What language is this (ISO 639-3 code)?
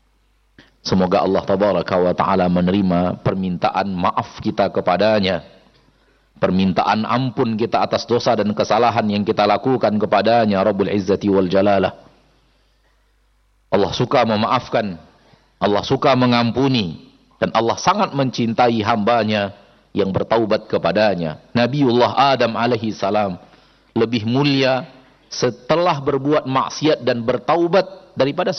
ind